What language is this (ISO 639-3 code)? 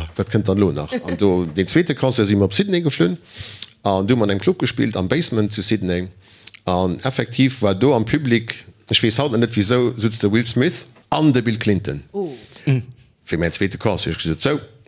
ltz